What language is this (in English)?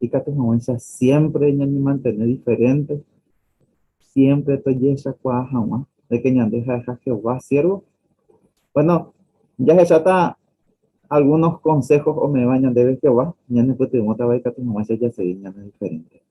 Guarani